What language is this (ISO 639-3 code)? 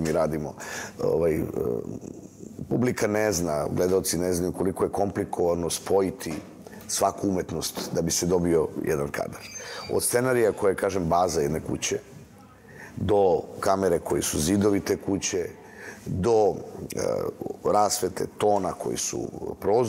srp